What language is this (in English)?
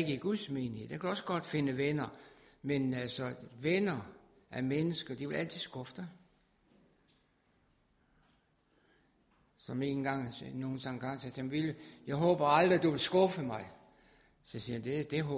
Danish